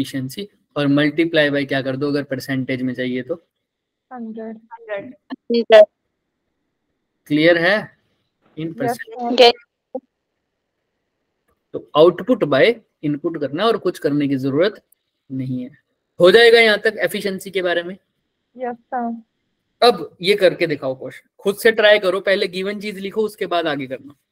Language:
Hindi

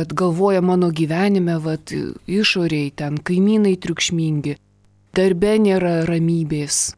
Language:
Lithuanian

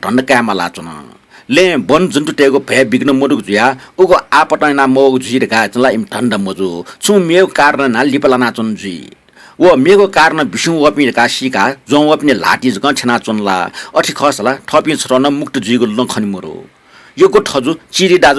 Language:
Newari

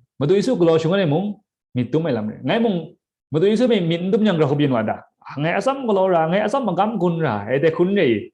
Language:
Kachin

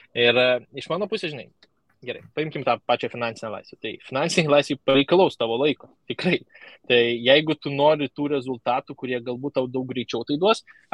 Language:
Lithuanian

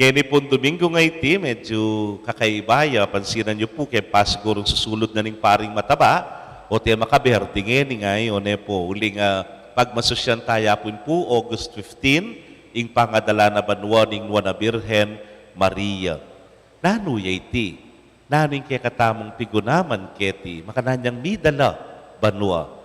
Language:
Pampanga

